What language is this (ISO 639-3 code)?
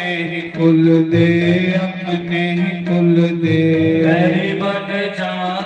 doi